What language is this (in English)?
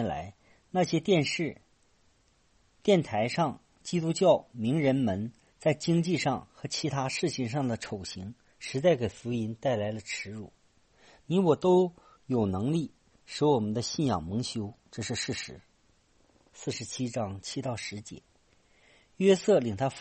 Chinese